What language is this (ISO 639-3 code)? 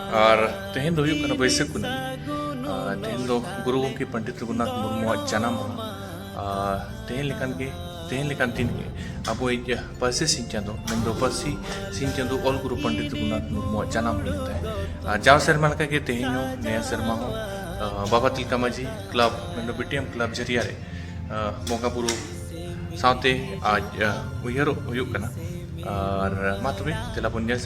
sat